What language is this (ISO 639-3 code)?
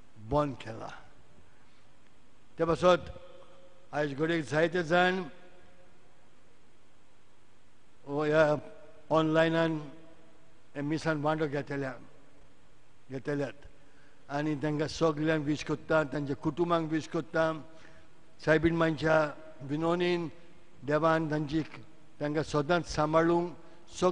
kok